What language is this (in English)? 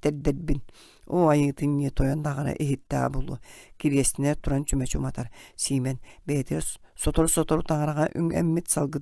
Yakut